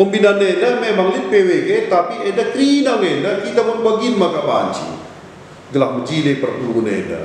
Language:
Batak Karo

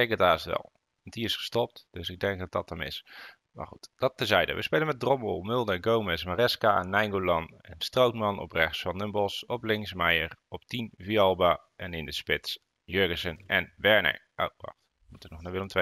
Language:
Dutch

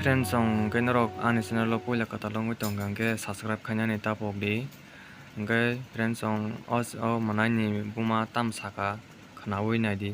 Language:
Kok Borok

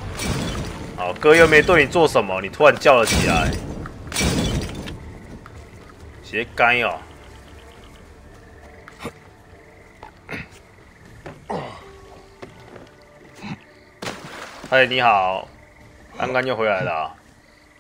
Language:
Chinese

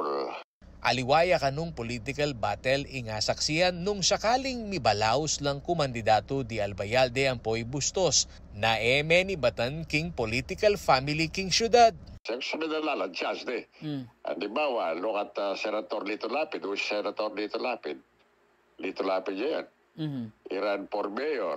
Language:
Pampanga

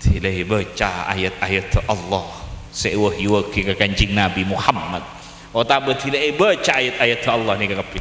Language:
Madurese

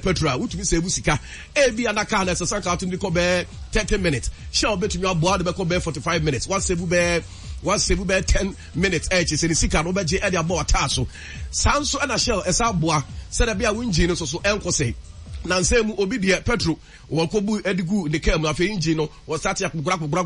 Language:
Akan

